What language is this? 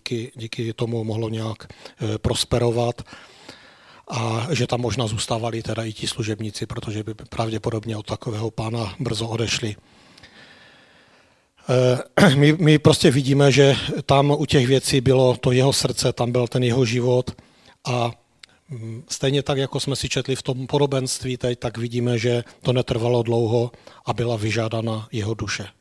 Czech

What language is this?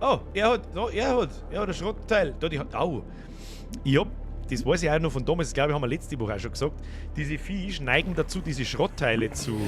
Bavarian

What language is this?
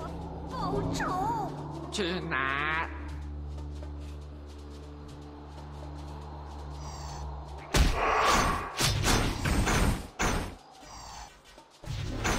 Chinese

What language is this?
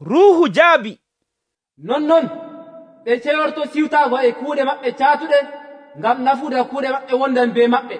Nigerian Fulfulde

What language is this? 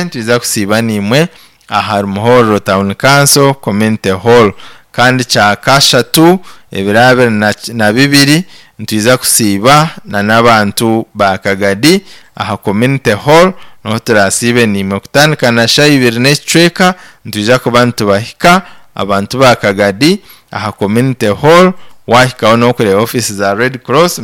Nyankole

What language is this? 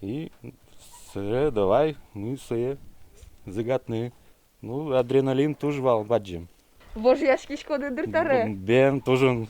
Udmurt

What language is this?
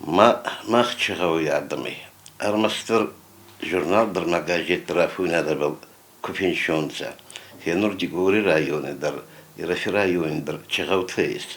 Ossetic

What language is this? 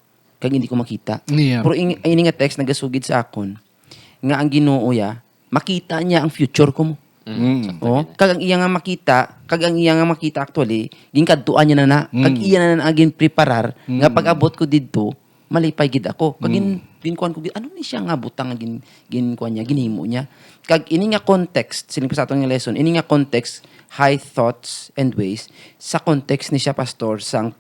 Hiligaynon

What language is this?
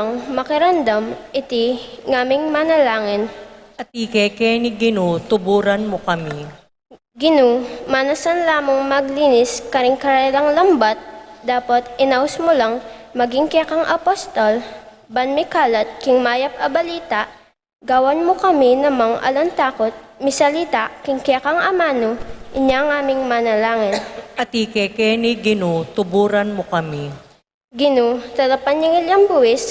Pampanga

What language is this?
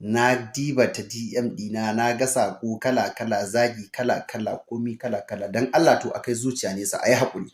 Hausa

